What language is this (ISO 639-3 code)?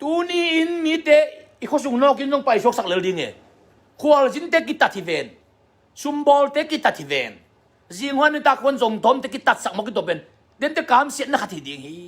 ctd